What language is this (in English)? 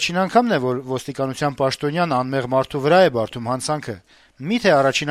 Armenian